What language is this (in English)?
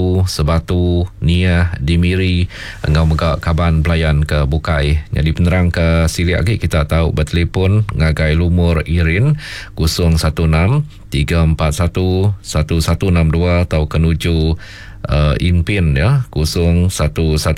Iban